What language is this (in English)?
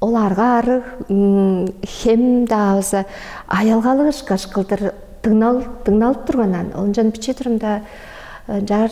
Tuvinian